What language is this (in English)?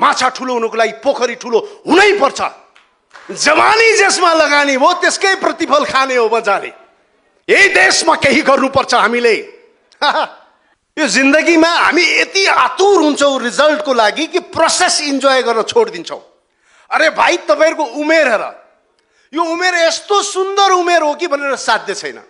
Nepali